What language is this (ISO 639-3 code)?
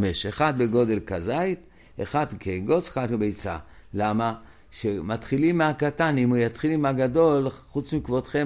heb